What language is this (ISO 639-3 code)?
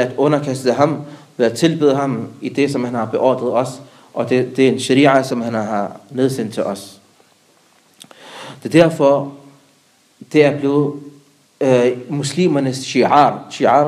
dan